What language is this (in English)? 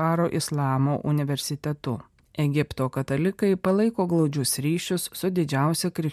Lithuanian